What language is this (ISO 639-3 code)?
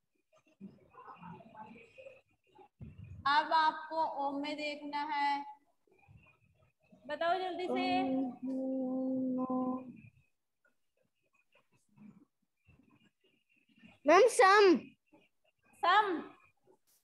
hin